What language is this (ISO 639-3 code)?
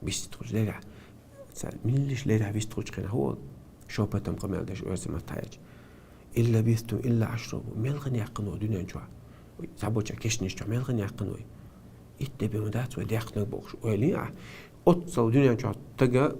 che